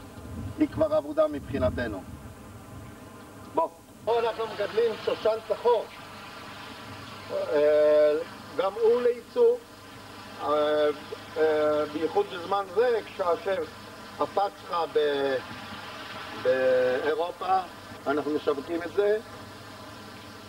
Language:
Hebrew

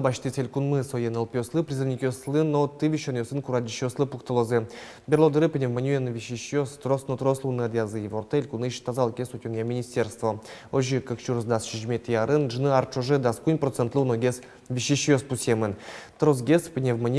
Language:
Udmurt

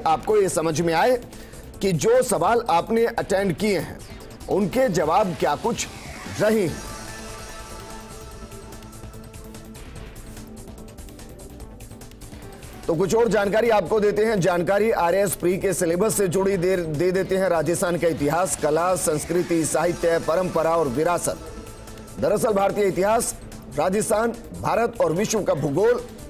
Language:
Hindi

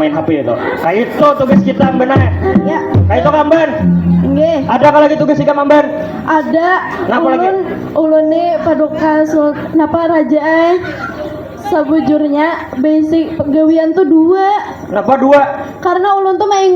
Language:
Banjar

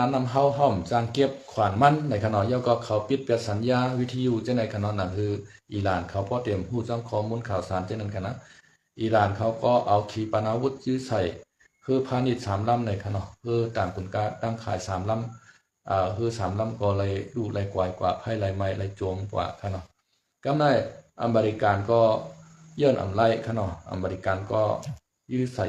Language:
Shan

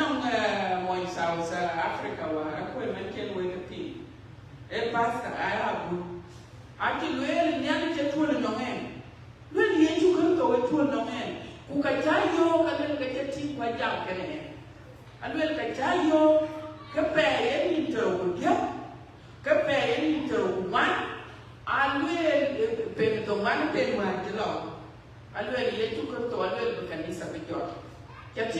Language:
Dinka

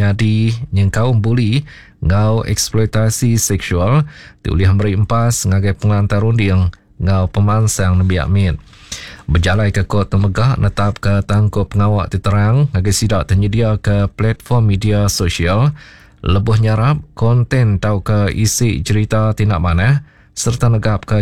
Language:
Iban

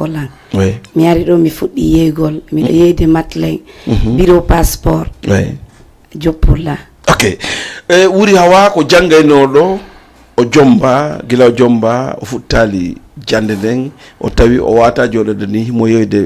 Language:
Fula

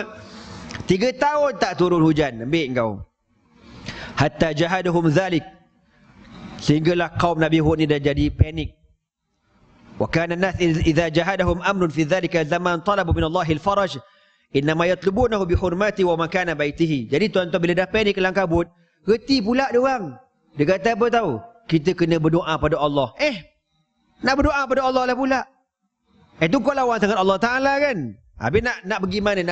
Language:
Malay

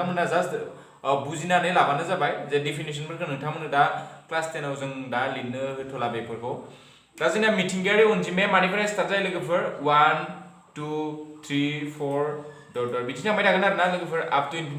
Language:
Bodo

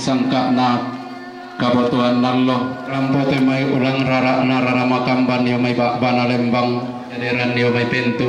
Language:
Toraja-Sa'dan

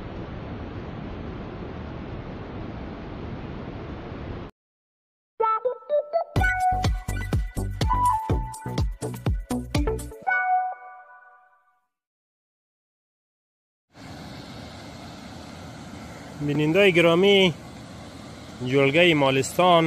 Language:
Hazaragi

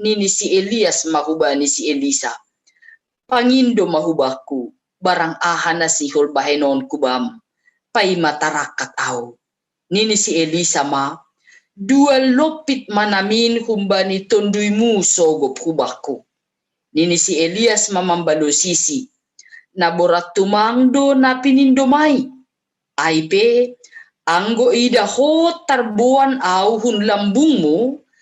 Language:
Batak Simalungun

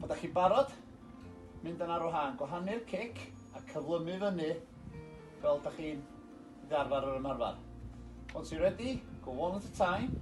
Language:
Welsh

